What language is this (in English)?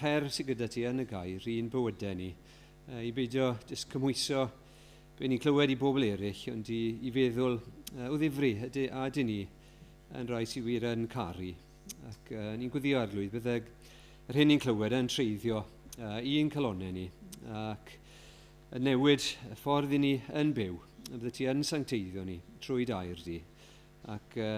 Welsh